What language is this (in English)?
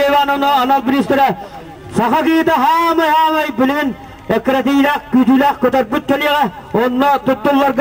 Yakut